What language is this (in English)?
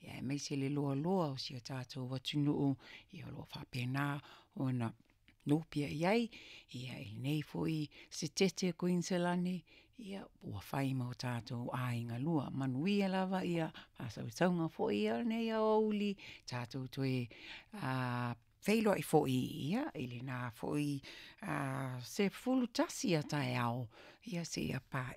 Samoan